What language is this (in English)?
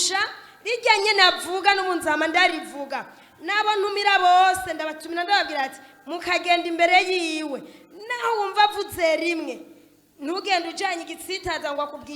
Rundi